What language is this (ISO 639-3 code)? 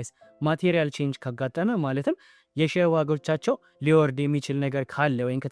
amh